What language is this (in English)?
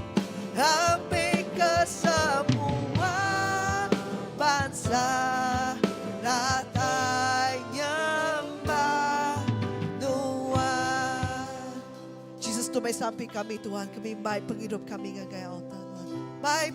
Iban